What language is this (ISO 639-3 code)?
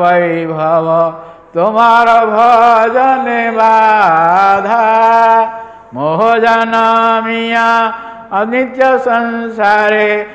ori